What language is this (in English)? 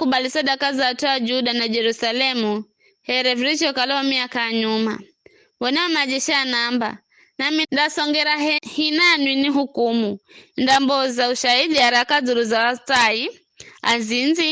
Giryama